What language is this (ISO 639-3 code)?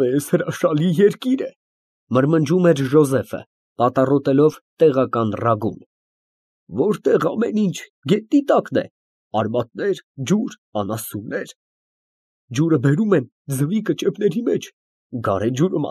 hye